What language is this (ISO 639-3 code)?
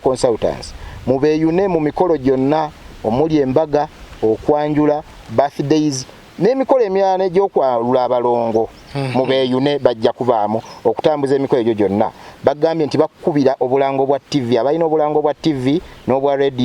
lug